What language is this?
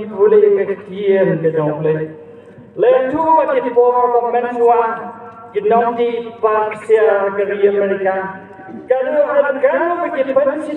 Khasi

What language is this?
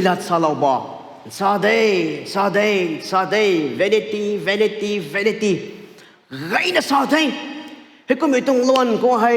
Rongmei Naga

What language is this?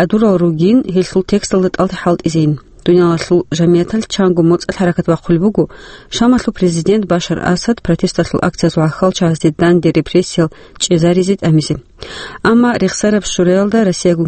Avaric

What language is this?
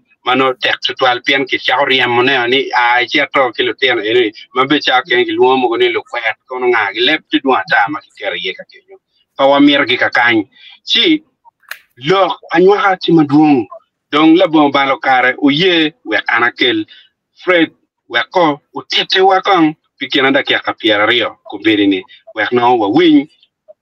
Acoli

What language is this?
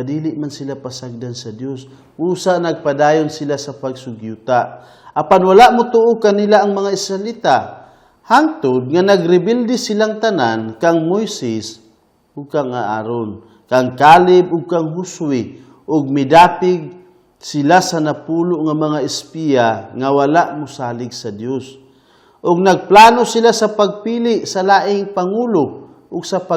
Cebuano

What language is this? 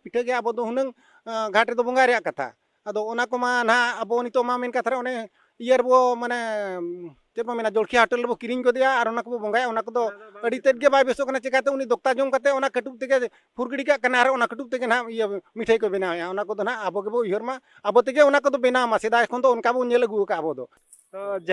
Santali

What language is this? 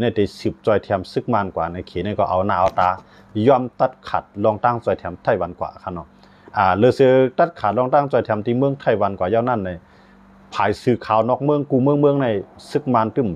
Shan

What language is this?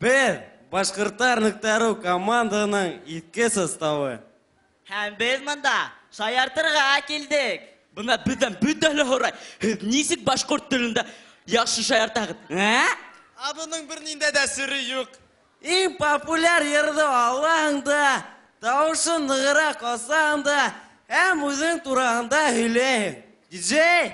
Bashkir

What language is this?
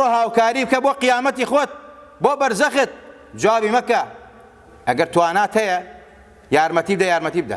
Central Kurdish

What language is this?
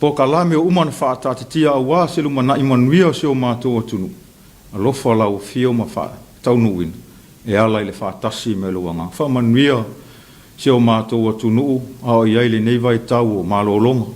Samoan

